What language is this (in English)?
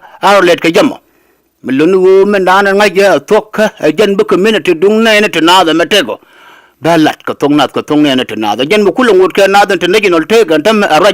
Nuer